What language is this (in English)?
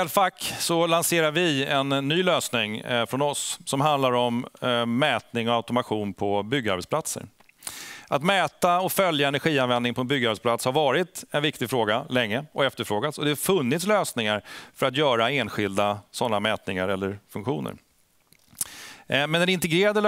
Swedish